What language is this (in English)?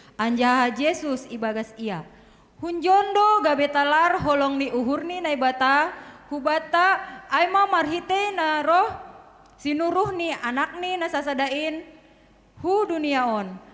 Batak Simalungun